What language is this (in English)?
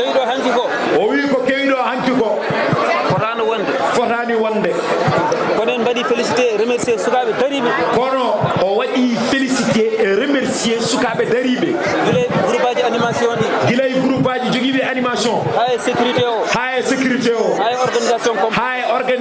Fula